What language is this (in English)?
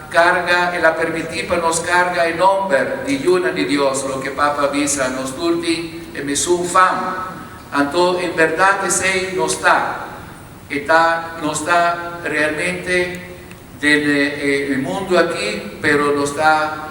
Papiamento